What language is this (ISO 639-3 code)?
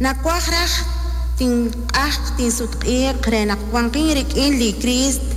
kek